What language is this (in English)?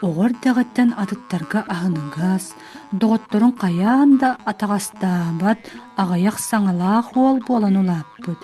Yakut